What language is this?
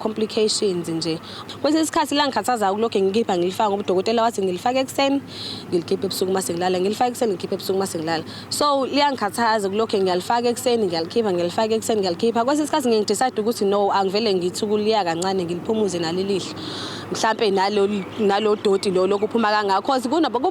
Zulu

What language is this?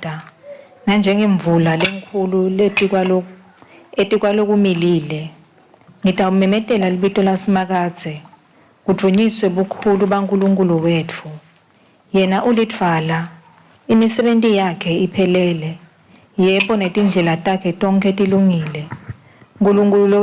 Swati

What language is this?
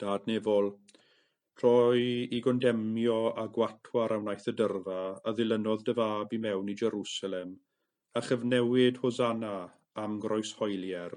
Welsh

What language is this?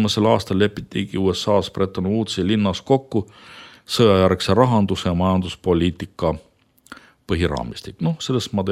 Estonian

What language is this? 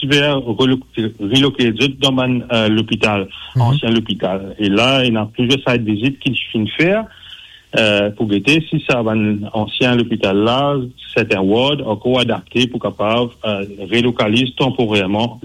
Morisyen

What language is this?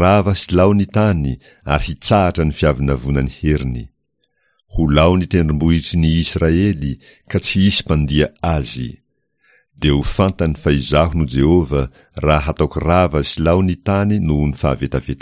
Malagasy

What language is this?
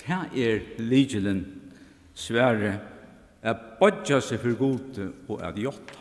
Faroese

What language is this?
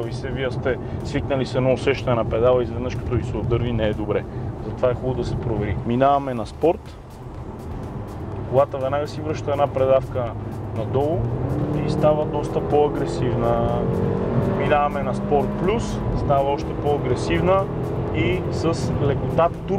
Bulgarian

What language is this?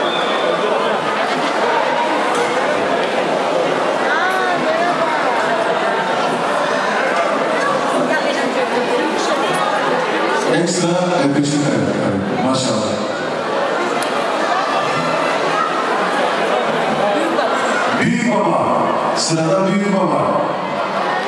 Turkish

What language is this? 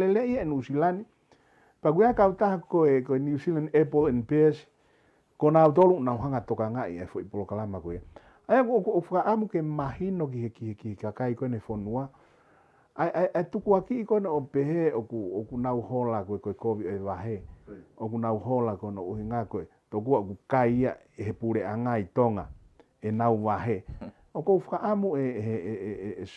Tongan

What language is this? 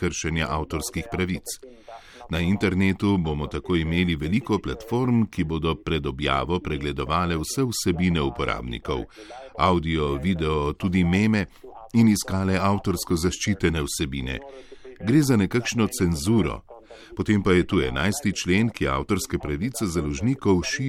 Slovenian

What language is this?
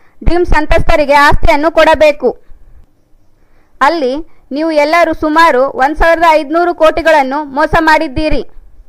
Kannada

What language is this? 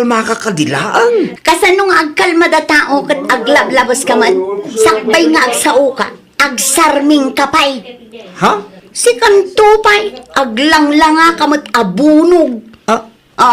Iloko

